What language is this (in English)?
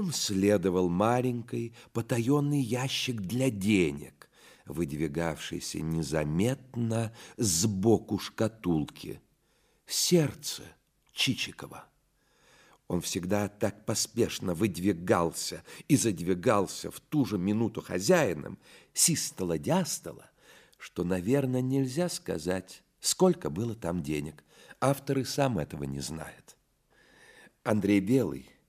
Russian